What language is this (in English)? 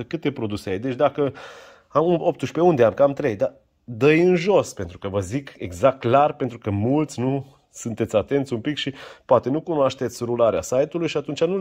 Romanian